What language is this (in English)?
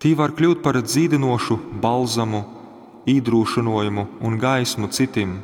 Latgalian